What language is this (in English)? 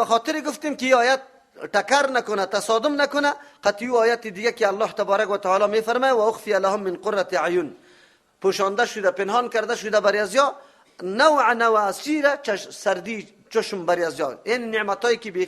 Persian